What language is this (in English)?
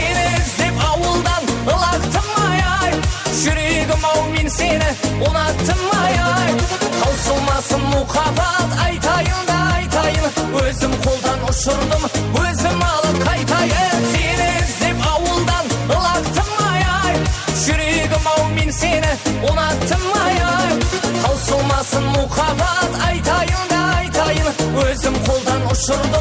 Kara-Kalpak